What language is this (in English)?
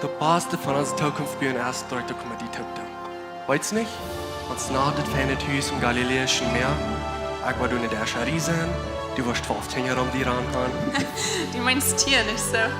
Plautdietsch